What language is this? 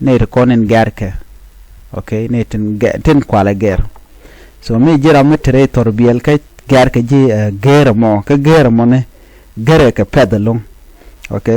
Nuer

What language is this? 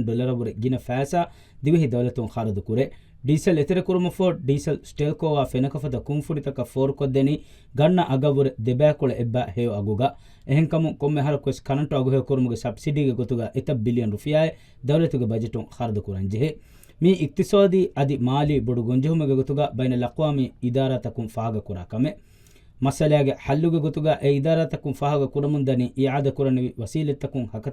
Divehi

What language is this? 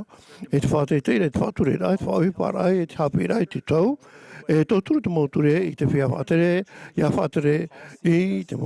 Tahitian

